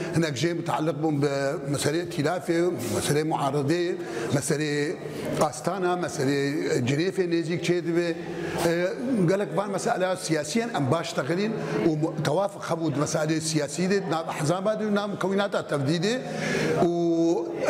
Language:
Kurdish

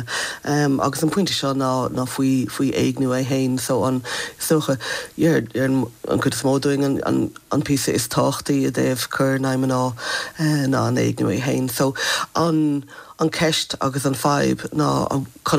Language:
Irish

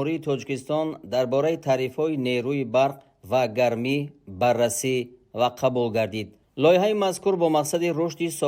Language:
Tajik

